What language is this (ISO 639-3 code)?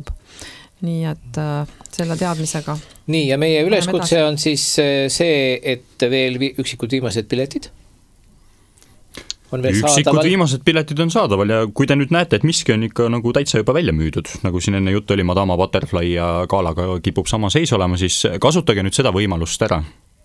est